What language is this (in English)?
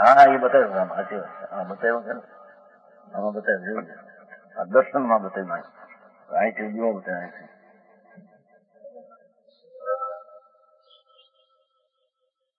Gujarati